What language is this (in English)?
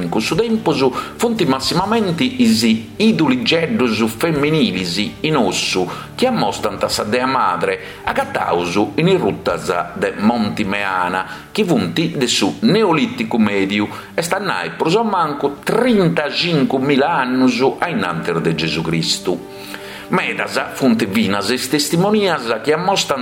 Sardinian